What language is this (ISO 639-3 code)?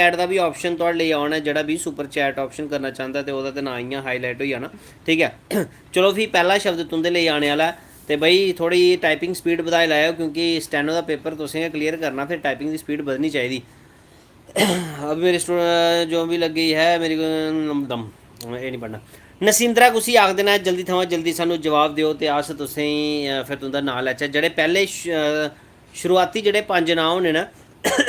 doi